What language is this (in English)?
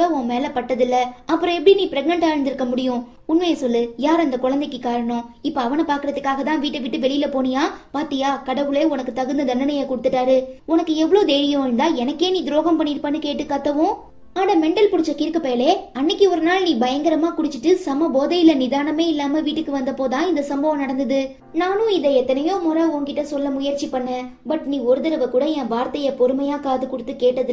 Tamil